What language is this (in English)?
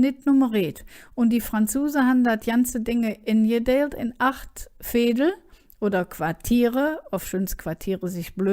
Colognian